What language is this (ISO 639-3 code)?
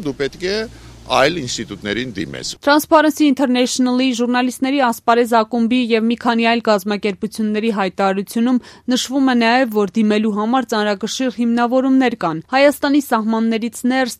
hye